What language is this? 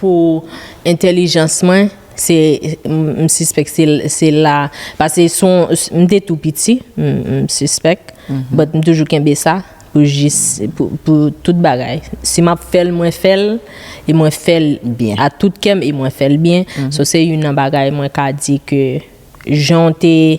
Haitian Creole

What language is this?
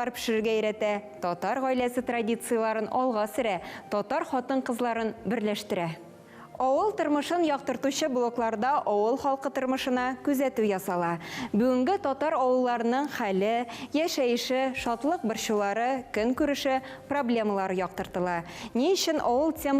Tatar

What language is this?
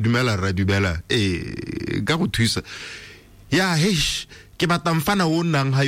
Tswana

